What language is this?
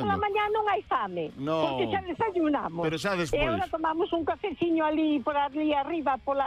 Galician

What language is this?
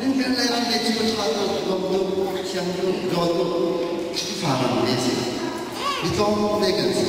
Hakha Chin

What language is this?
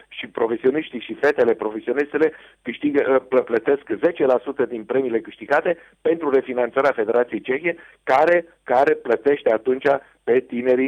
Romanian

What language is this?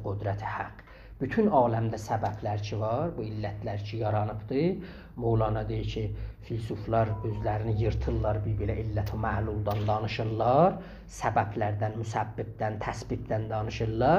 South Azerbaijani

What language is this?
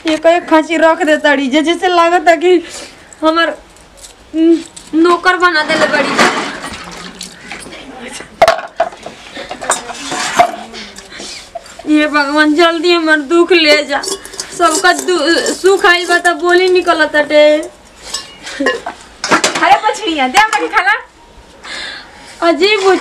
Bhojpuri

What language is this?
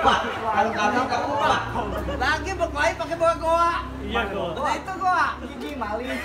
Betawi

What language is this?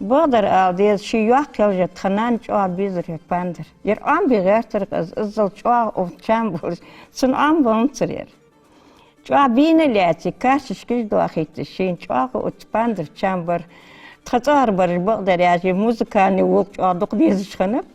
Ingush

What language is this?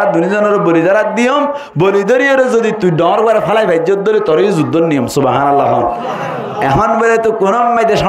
Rohingya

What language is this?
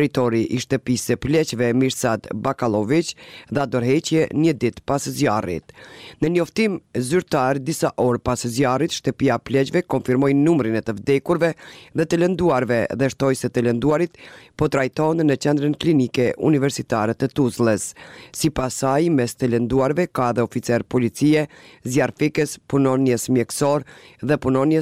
Albanian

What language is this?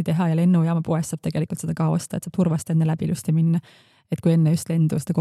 Estonian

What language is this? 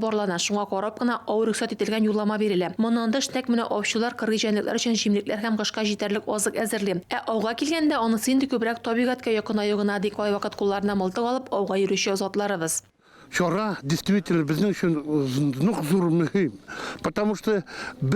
Tatar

